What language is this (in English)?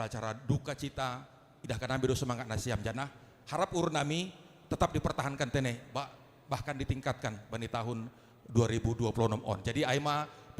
Batak Simalungun